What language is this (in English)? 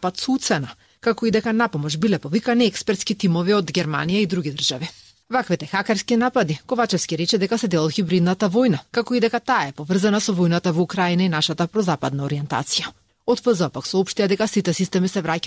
Macedonian